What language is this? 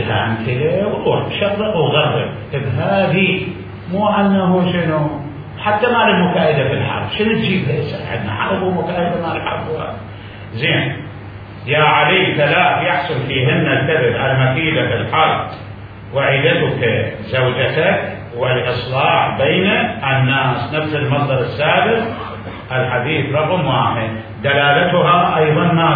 Mesopotamian Arabic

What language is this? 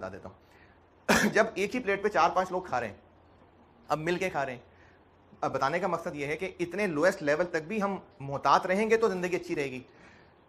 Hindi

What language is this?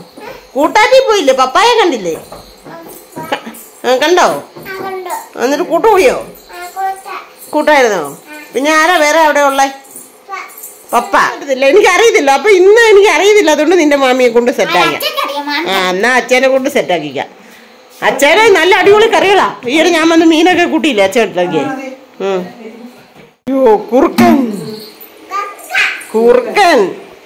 Malayalam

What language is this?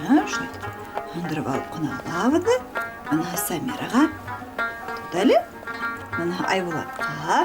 Bashkir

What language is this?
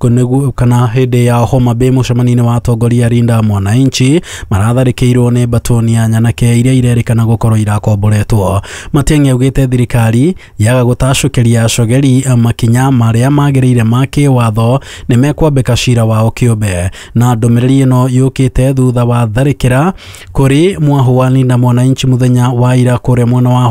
Kikuyu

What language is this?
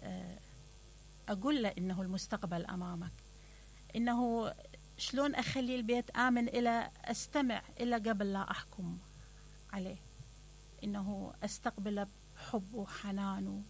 Mesopotamian Arabic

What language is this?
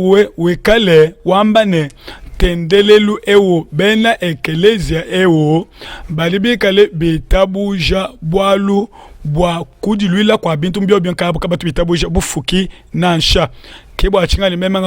Luba-Lulua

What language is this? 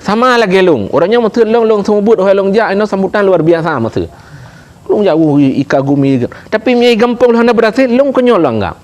Achinese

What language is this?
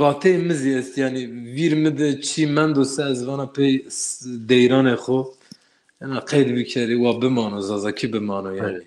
Zaza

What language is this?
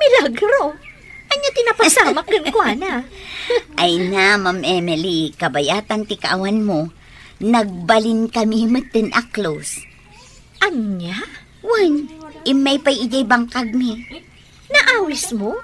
Iloko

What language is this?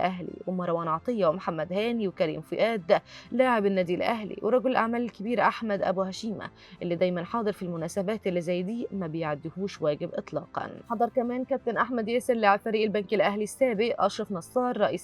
Egyptian Arabic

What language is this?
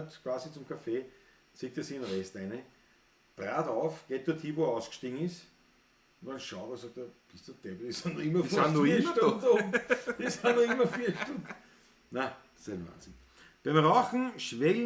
Bavarian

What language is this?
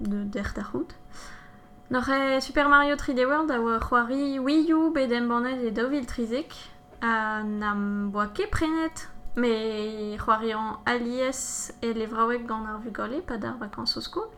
Breton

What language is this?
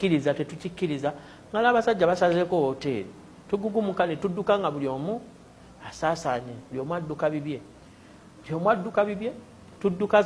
Ganda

